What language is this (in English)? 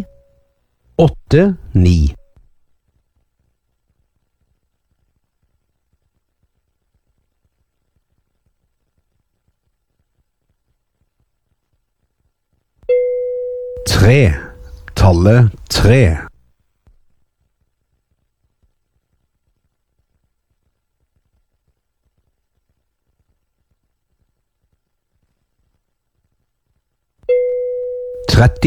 Norwegian